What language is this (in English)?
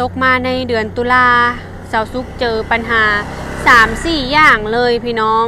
Lao